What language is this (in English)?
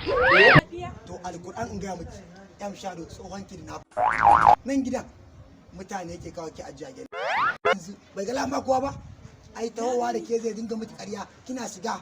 Hausa